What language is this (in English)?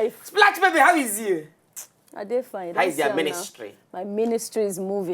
Nigerian Pidgin